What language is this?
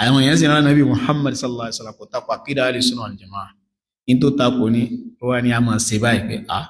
Yoruba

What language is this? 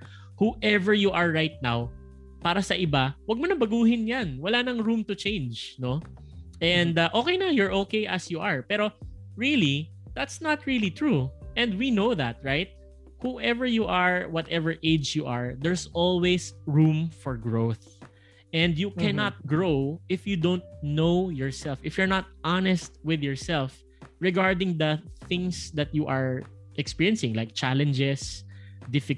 Filipino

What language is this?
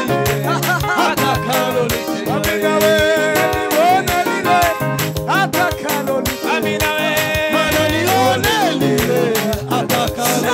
Swahili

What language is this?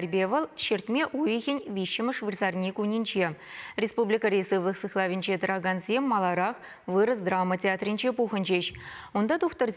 Chuvash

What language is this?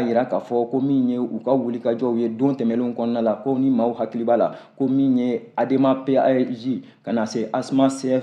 Bambara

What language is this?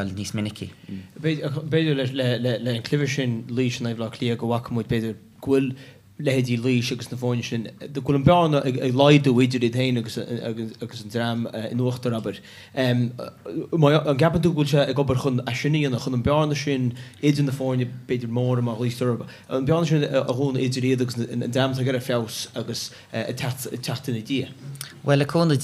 Irish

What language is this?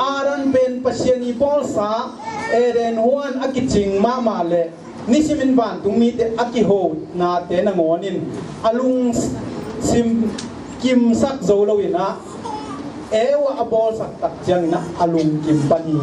Tedim Chin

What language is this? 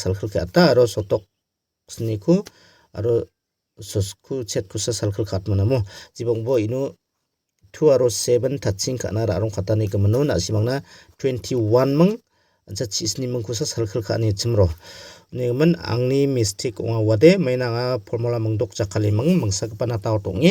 Garo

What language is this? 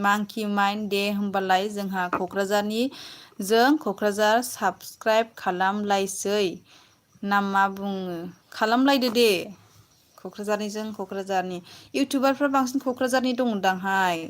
Bodo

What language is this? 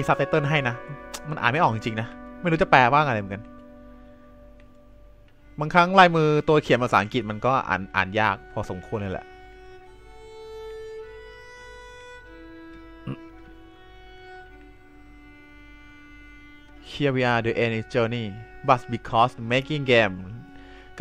Thai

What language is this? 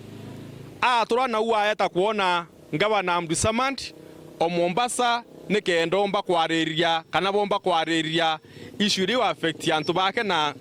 Meru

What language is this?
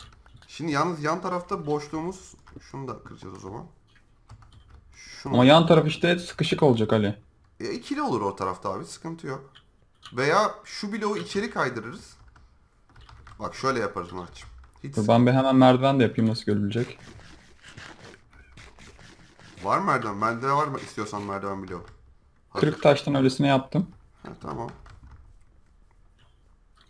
Turkish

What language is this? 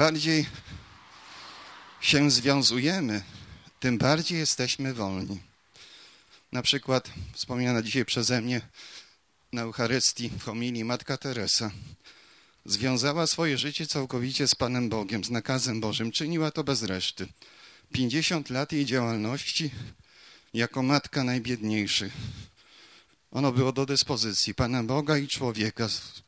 Polish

